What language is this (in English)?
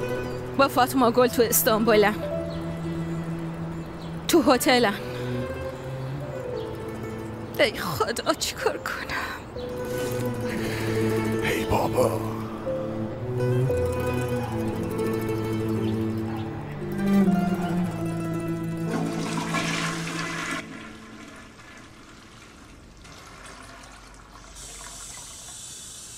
Persian